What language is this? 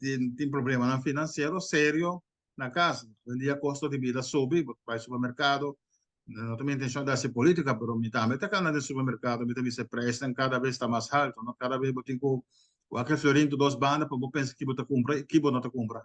Papiamento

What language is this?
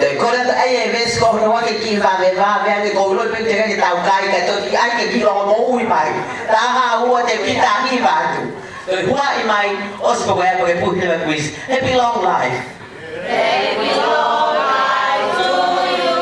Tongan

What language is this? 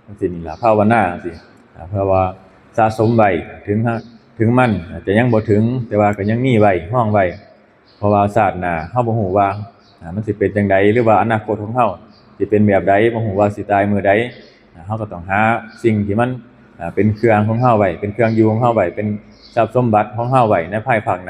Northeastern Thai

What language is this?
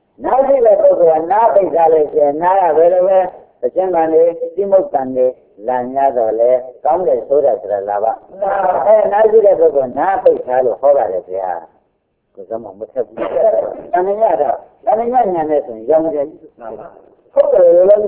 Burmese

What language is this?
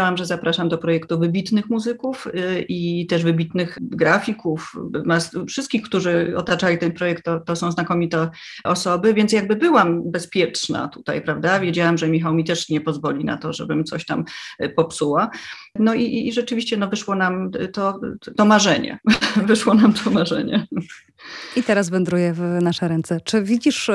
Polish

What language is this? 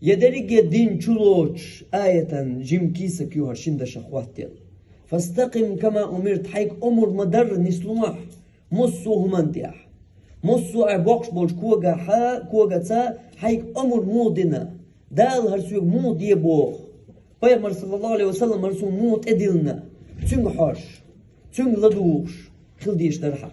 Chechen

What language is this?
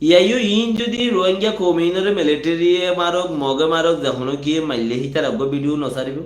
Rohingya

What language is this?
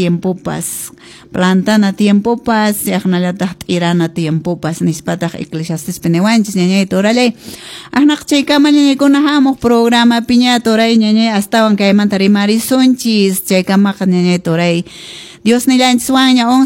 Quechua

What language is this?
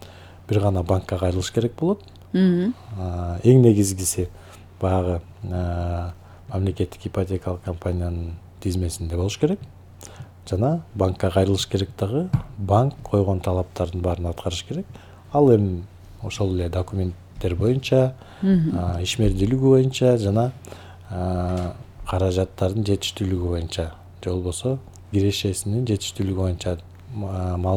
Kyrgyz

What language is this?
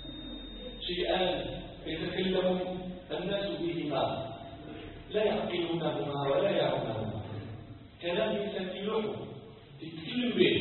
Arabic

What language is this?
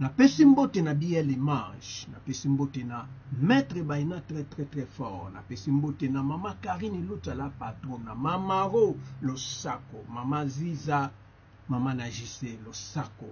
Lingala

